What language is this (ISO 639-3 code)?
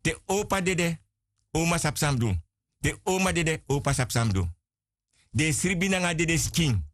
srn